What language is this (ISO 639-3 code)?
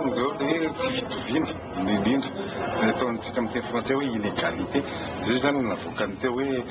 mlg